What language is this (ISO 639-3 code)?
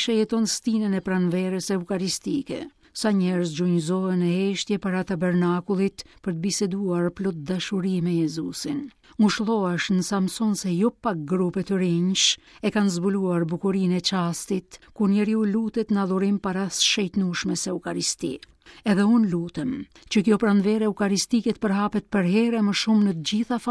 sqi